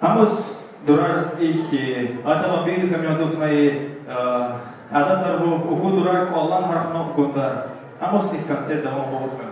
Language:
Tabassaran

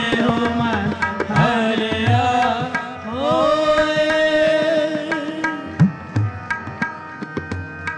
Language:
Punjabi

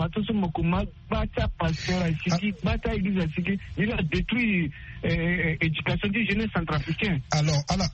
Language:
Sango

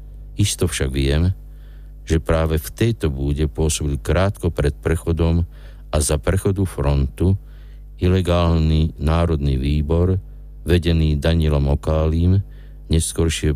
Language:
Slovak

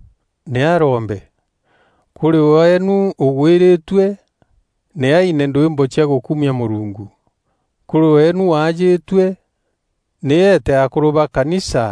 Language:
Meru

